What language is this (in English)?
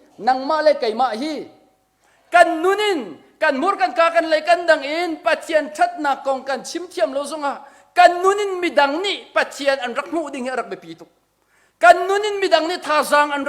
Hakha Chin